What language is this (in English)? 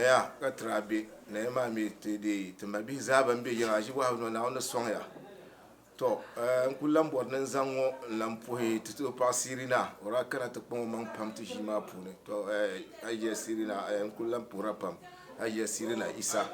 Dagbani